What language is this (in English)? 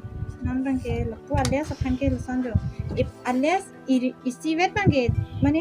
Karbi